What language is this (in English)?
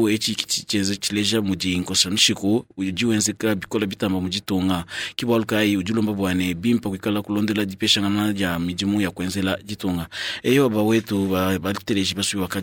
Luba-Lulua